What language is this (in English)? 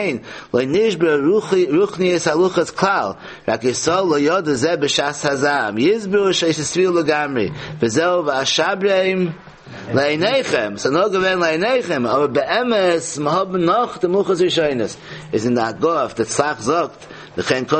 Yiddish